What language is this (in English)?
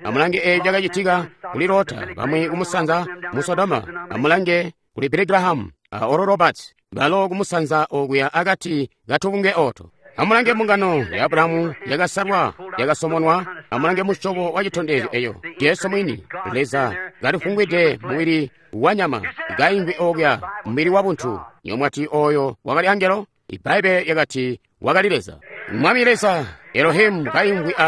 Tonga (Zambia)